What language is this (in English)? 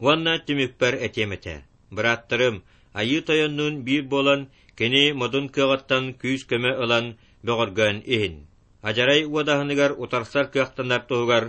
Yakut